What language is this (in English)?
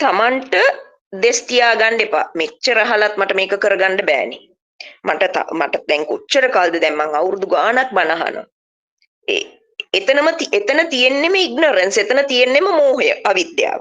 Sinhala